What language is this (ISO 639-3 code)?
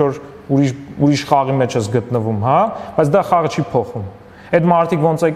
hye